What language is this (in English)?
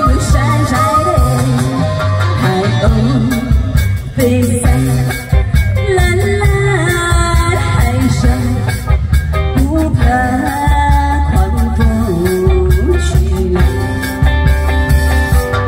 Chinese